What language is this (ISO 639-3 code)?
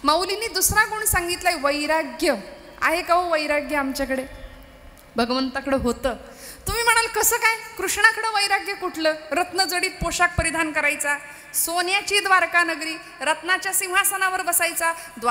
mar